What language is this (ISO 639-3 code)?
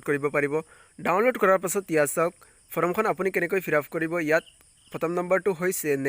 asm